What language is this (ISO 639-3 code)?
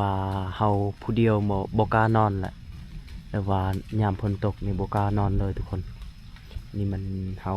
lao